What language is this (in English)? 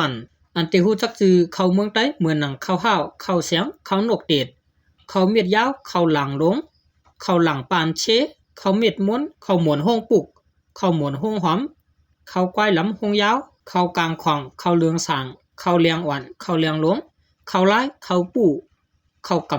Shan